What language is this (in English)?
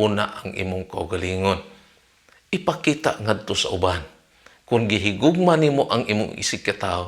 Cebuano